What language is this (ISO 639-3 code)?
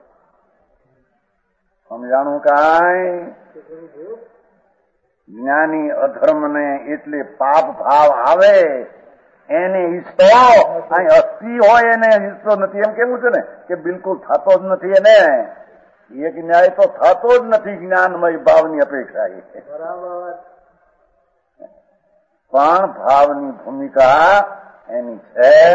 guj